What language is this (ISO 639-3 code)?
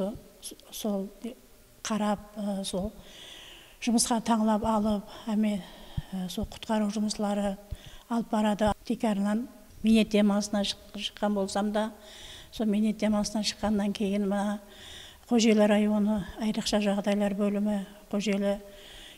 kaa